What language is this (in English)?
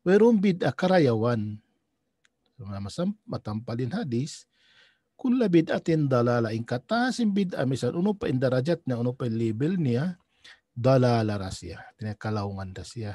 Tausug